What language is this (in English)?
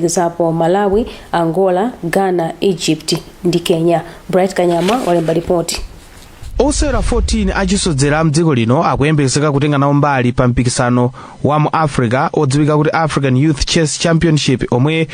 Nyanja